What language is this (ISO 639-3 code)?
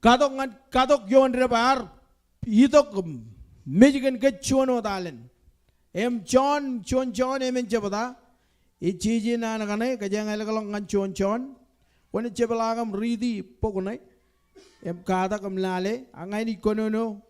mah